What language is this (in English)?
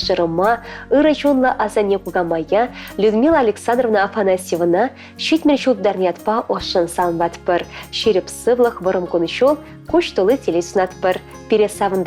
Chuvash